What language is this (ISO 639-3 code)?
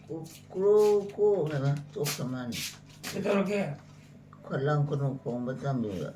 mni